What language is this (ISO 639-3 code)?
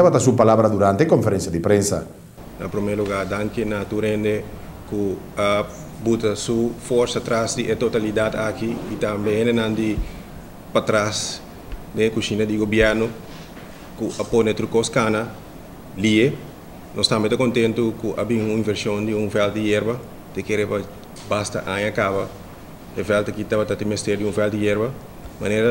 pap